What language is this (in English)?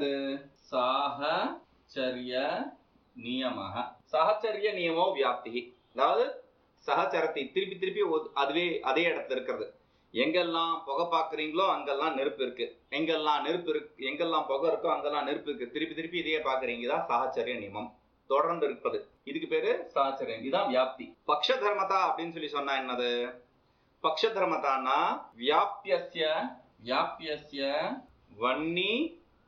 Tamil